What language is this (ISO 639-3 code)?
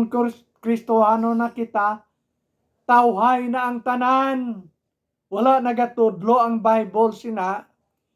hil